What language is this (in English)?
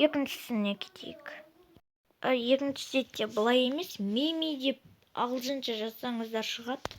Kazakh